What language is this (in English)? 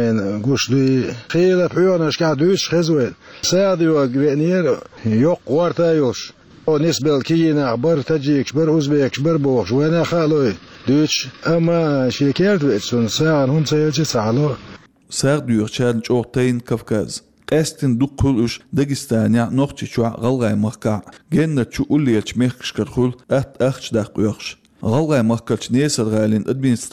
Chechen